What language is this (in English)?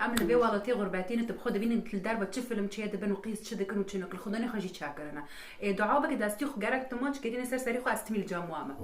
Kurdish